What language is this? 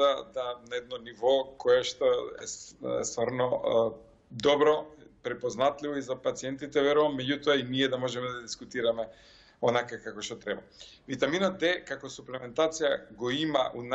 Macedonian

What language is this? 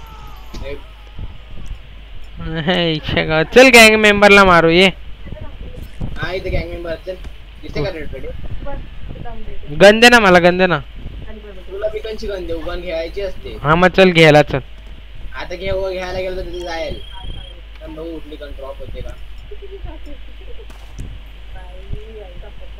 Marathi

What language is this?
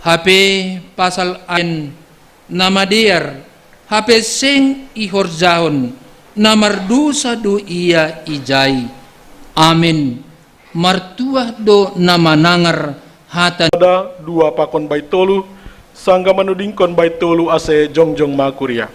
Batak Simalungun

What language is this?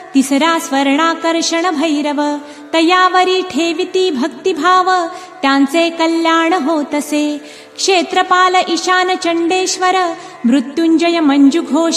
Marathi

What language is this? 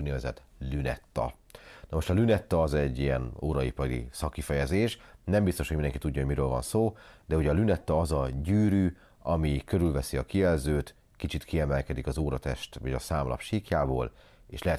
Hungarian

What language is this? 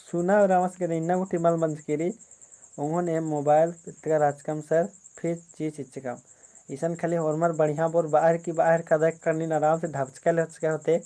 Kurukh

